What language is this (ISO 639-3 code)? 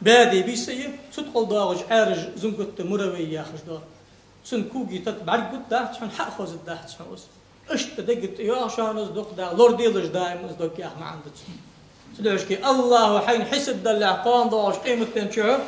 inh